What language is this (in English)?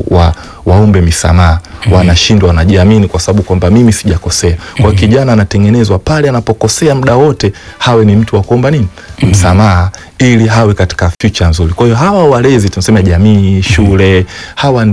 Swahili